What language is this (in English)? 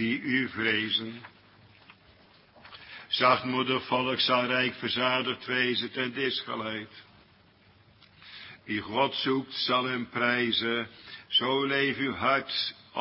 Dutch